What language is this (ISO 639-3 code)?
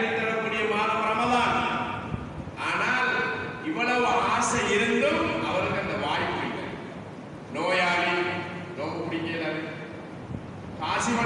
tam